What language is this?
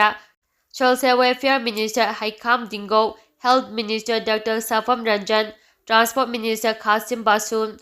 Manipuri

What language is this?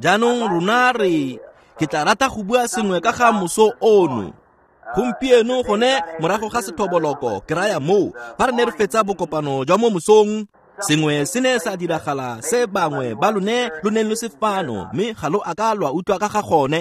Tswana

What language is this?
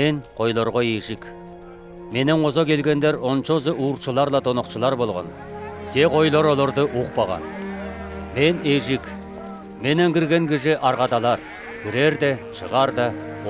Southern Altai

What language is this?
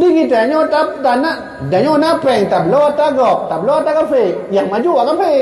Achinese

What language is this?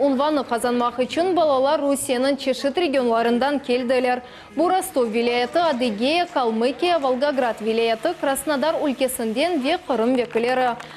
Crimean Tatar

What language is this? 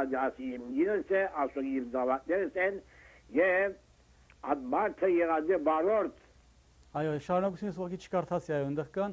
Armenian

